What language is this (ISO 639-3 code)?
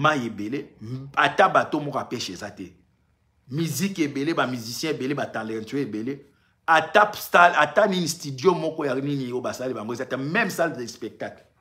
lin